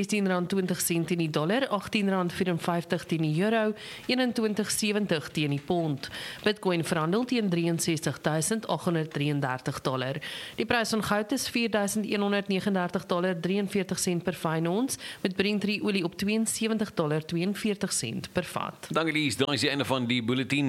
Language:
Afrikaans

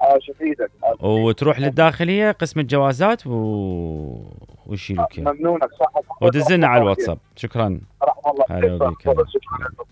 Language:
Mesopotamian Arabic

